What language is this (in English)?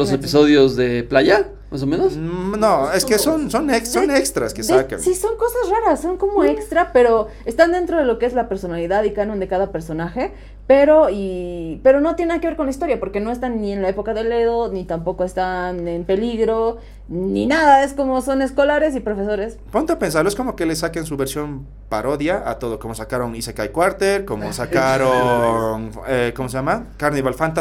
Spanish